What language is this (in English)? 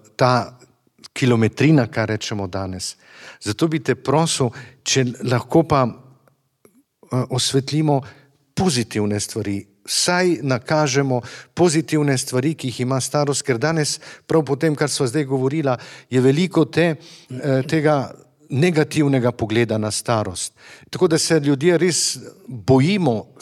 Slovenian